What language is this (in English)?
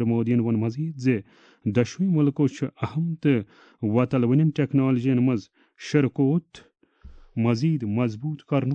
Kashmiri